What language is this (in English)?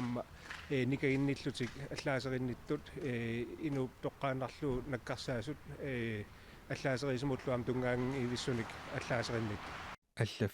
Kalaallisut